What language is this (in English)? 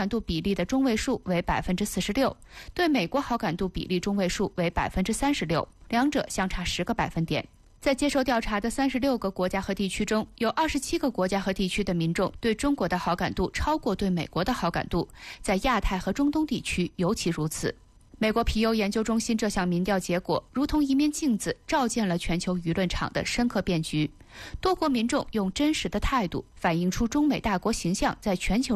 Chinese